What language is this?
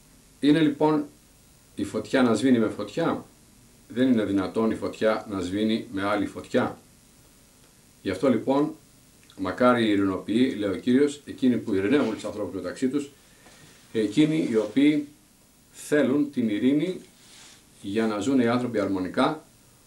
Greek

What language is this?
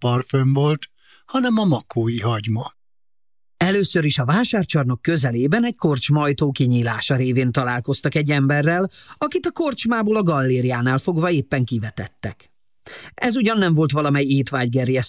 Hungarian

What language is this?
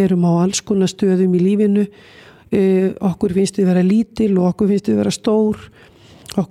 Icelandic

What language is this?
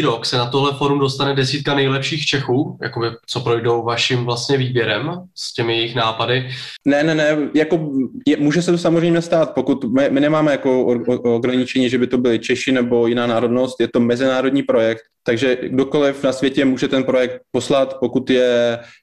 Czech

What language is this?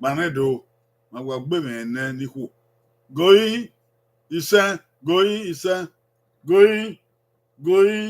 Bini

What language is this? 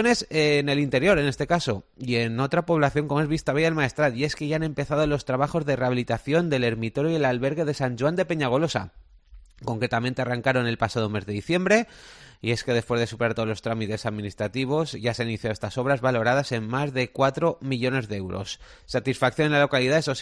Spanish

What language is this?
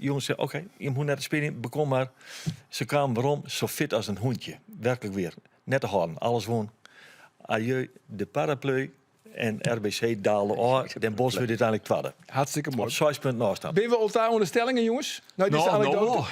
Western Frisian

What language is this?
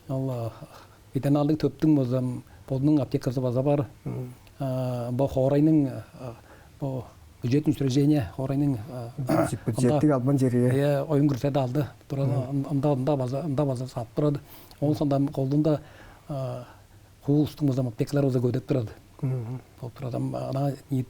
Tuvinian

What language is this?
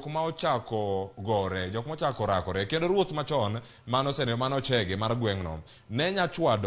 Luo (Kenya and Tanzania)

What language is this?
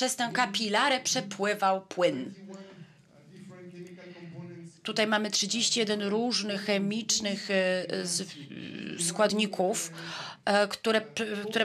Polish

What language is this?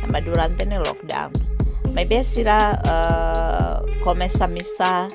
Tetum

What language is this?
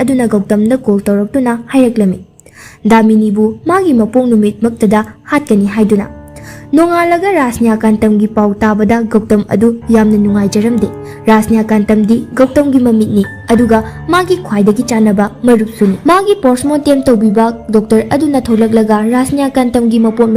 Manipuri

